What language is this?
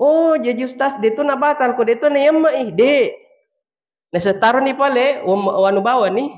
Buginese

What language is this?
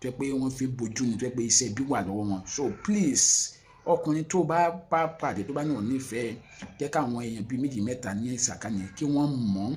Yoruba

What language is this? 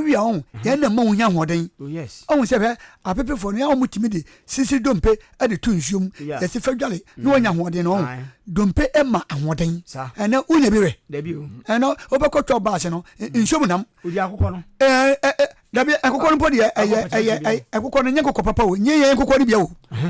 Akan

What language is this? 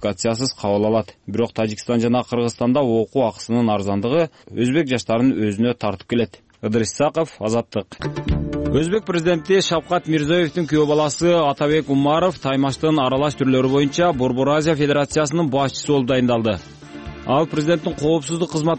Kyrgyz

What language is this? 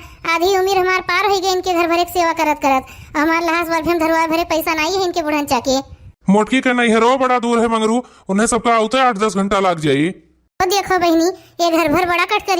Awadhi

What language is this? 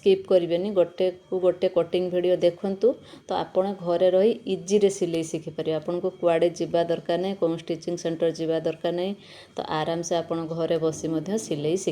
Odia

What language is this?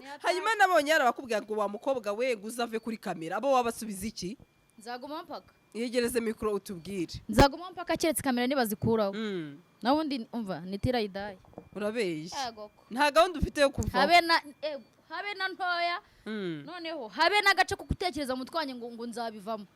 Kinyarwanda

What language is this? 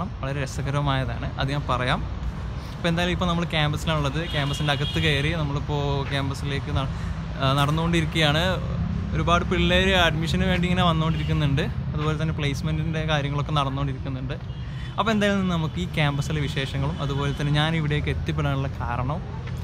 Malayalam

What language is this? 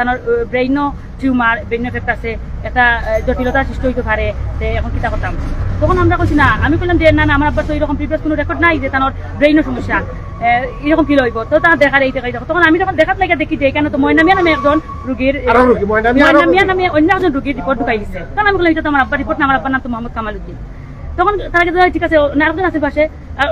Sylheti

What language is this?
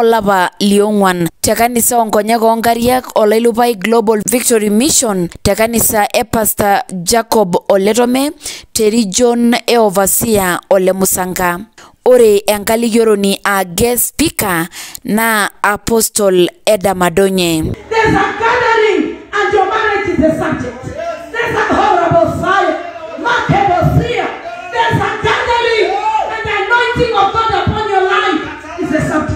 Masai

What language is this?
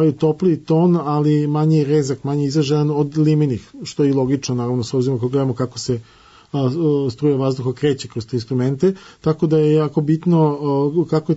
Serbian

